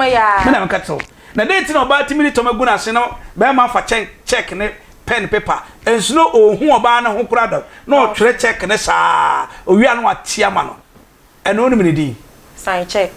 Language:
Akan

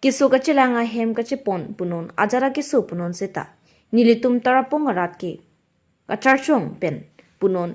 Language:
Karbi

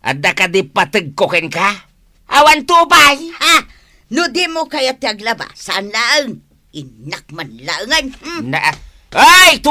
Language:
Iloko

